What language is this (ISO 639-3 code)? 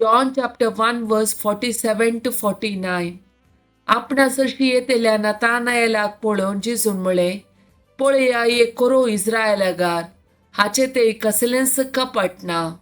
kok